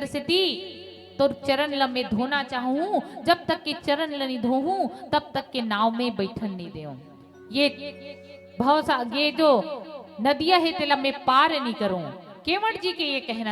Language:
Chhattisgarhi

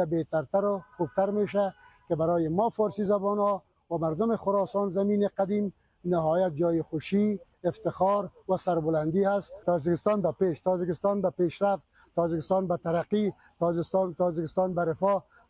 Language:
Tajik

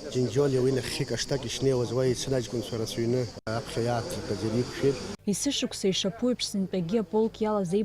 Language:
Abkhazian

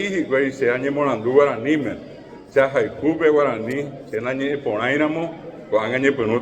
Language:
Guarani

